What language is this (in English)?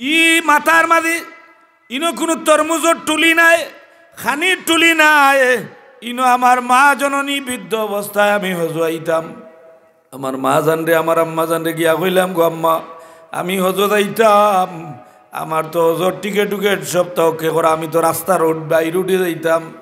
Sylheti